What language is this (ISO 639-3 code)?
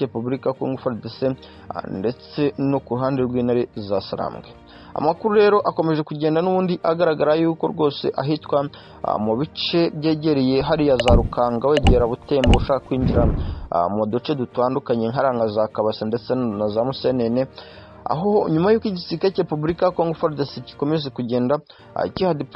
kin